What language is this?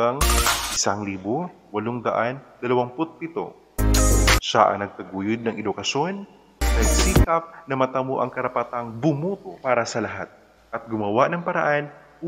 Filipino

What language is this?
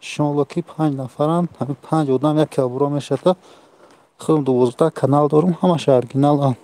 Tajik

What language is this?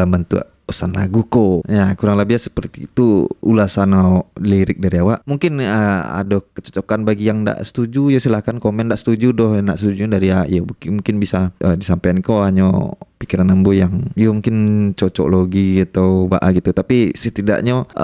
Minangkabau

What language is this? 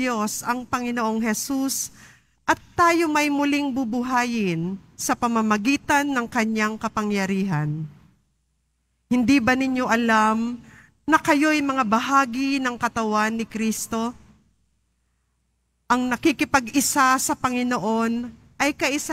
Filipino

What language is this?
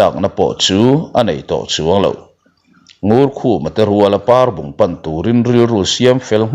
Mizo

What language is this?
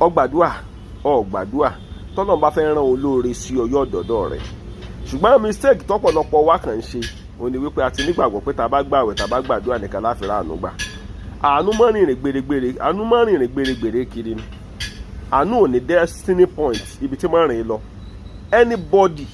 Yoruba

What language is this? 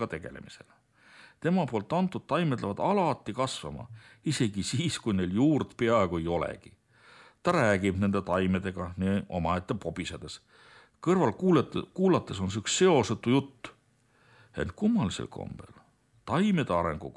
Estonian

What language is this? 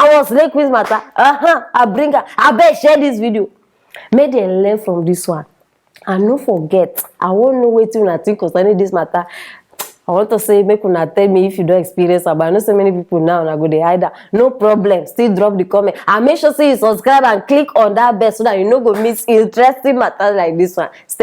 Nigerian Pidgin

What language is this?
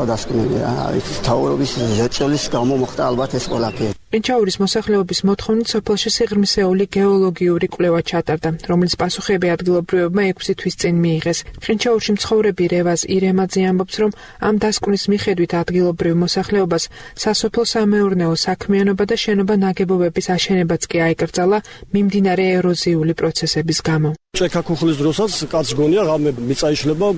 Georgian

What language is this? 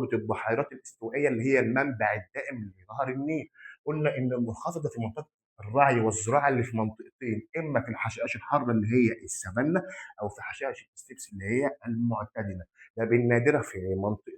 Egyptian Arabic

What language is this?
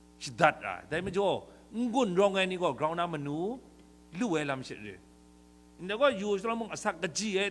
Kachin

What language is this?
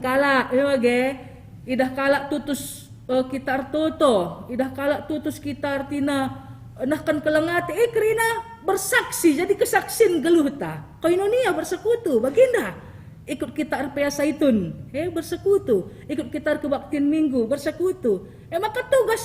Batak Karo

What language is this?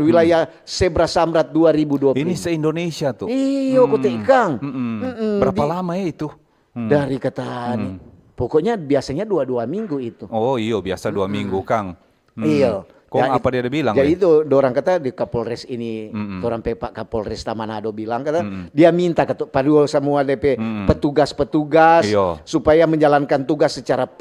Manado Malay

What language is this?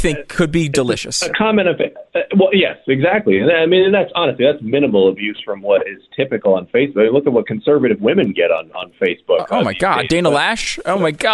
English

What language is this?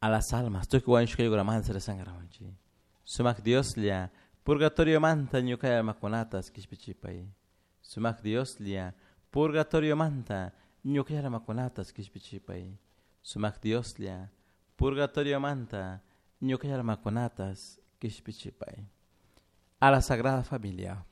Chimborazo Highland Quichua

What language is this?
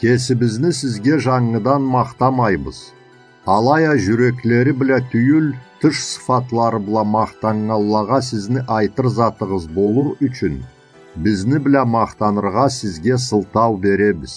Karachay-Balkar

